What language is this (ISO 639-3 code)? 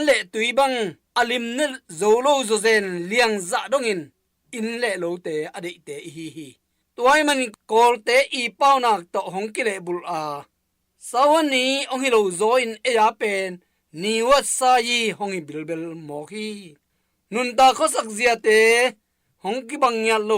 ctd